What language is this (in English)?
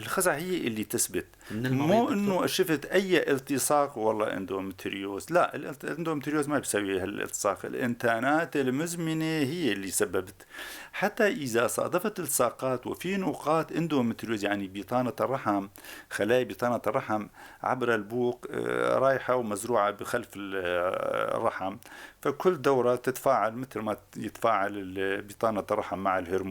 North Levantine Arabic